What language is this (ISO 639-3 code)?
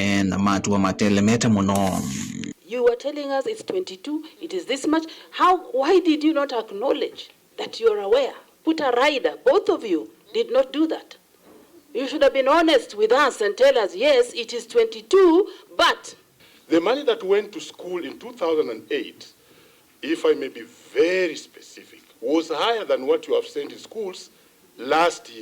kam